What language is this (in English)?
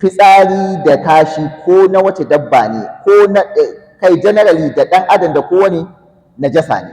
Hausa